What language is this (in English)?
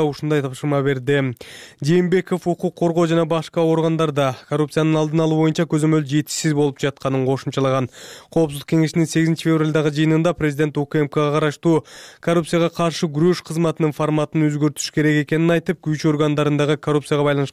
Kyrgyz